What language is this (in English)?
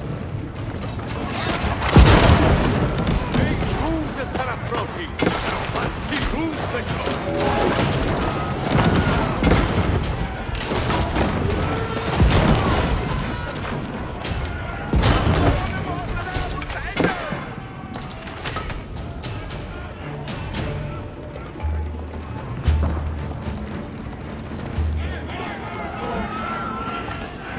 Persian